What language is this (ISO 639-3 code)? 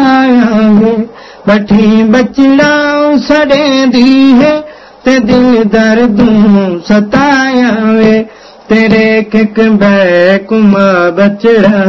skr